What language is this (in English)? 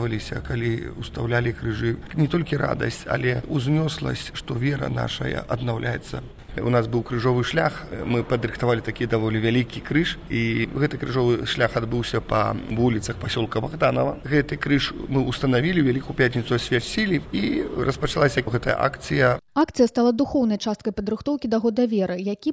Belarusian